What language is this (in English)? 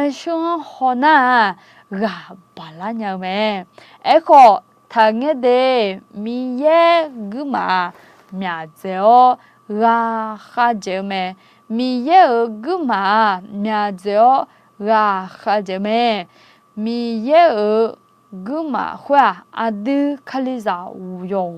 Akha